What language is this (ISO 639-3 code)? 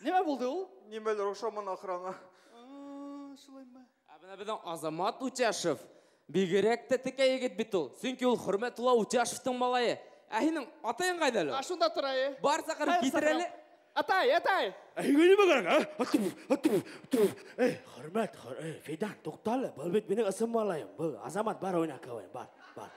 bak